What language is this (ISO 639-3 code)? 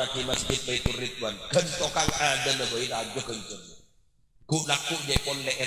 mad